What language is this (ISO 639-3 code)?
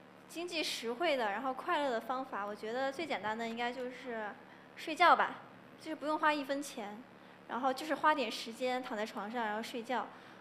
zho